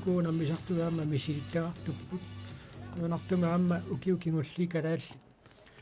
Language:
Kalaallisut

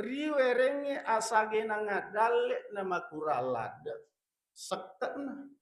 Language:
Buginese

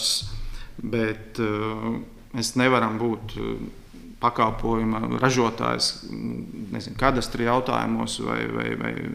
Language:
Latvian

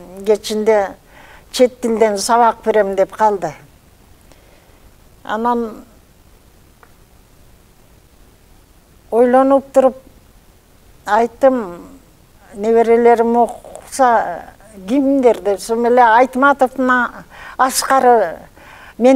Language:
Kyrgyz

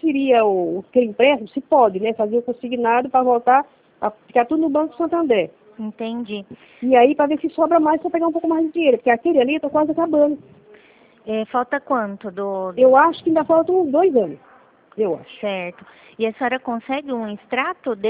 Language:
Portuguese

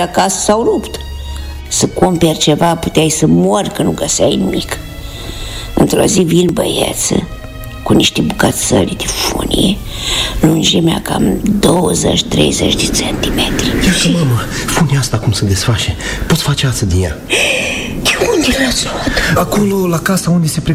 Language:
Romanian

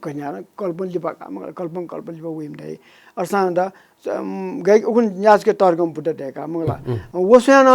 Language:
Newari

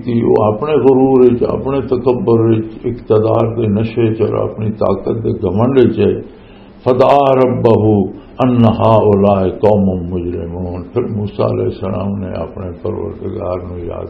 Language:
Western Panjabi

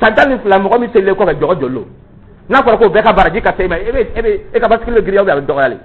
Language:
Dyula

